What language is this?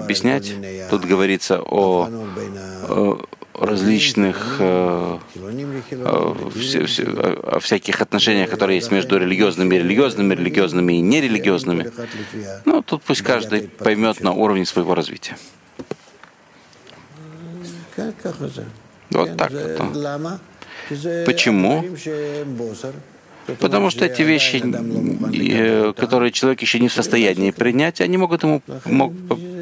Russian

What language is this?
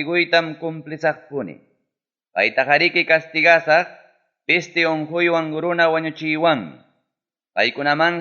Ayacucho Quechua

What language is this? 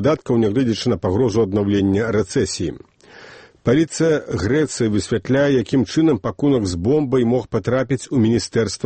Belarusian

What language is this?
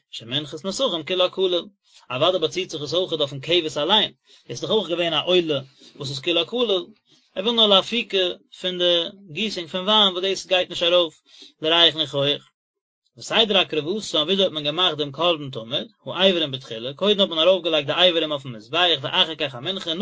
Yiddish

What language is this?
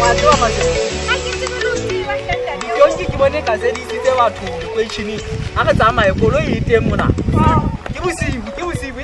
Southern Sotho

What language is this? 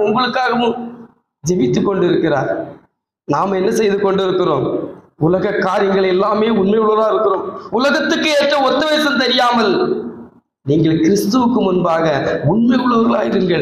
Tamil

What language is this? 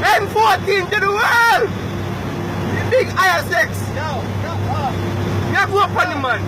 Jamaican Creole English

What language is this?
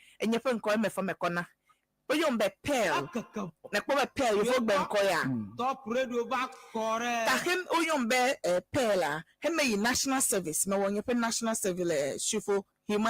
Ewe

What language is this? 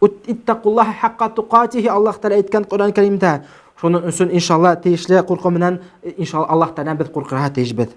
Bashkir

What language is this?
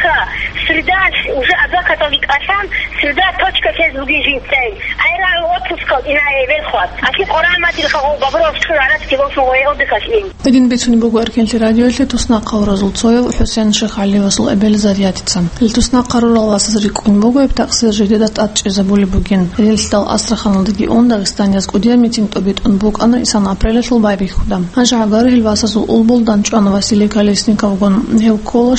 Avaric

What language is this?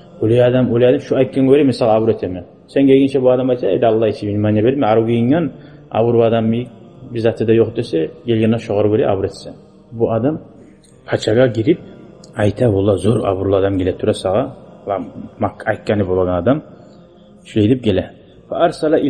Kumyk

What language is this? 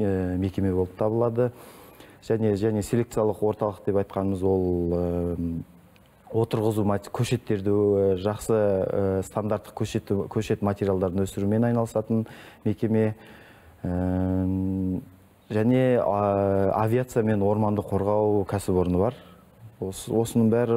Kazakh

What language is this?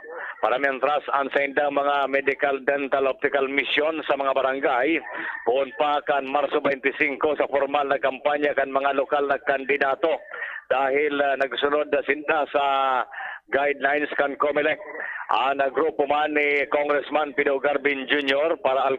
Bikol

